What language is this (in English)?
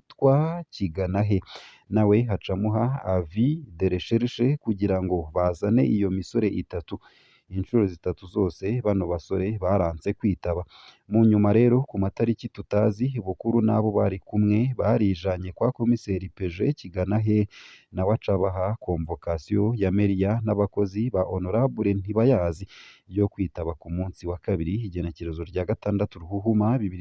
Rundi